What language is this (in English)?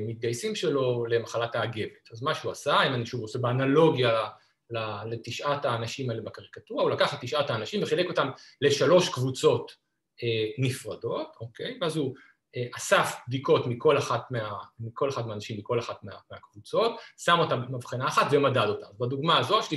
Hebrew